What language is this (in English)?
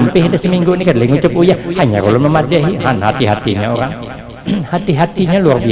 Banjar